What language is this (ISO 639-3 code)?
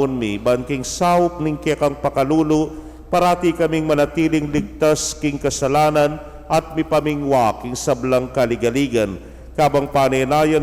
pam